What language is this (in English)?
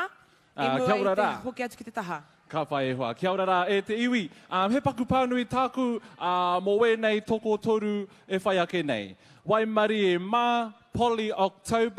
Māori